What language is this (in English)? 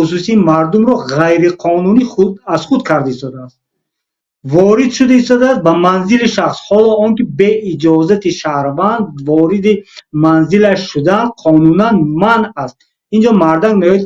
Tajik